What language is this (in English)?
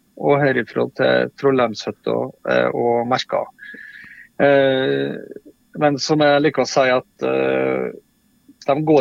Norwegian